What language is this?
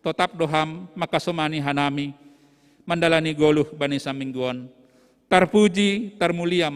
Batak Simalungun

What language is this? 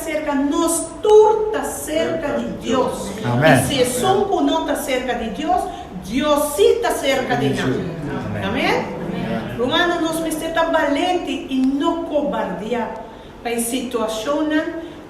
Papiamento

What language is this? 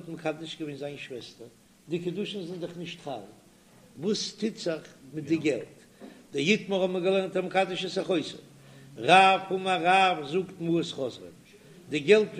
Yiddish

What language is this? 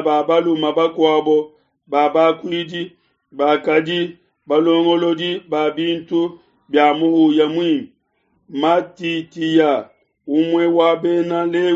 Luba-Lulua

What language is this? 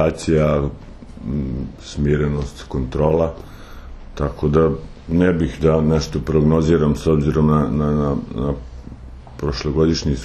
Serbian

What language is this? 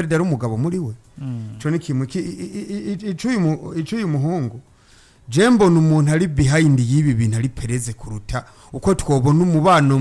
Rundi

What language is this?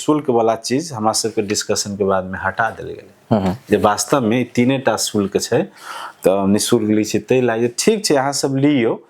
Maithili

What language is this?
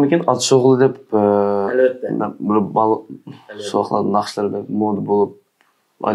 Uyghur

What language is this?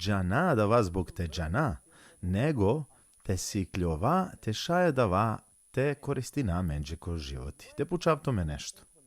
Balkan Romani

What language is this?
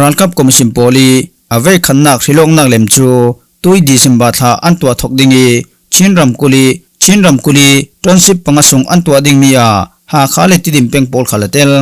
Falam Chin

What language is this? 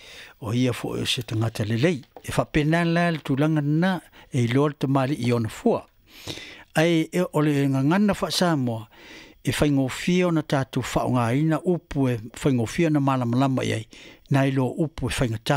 Samoan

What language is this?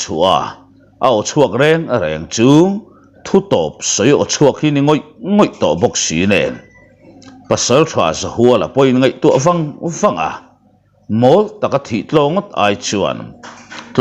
Mizo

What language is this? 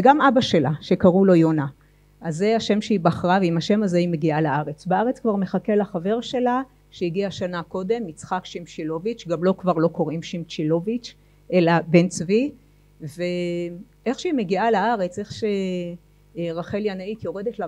Hebrew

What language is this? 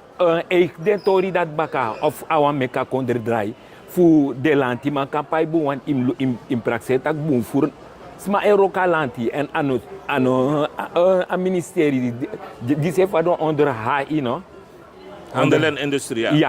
Sranan Tongo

